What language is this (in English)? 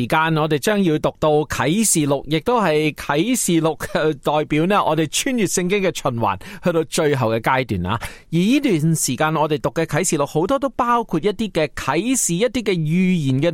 Cantonese